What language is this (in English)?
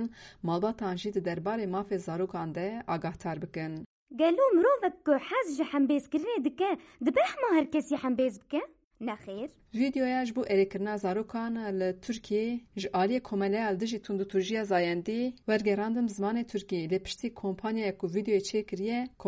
Kurdish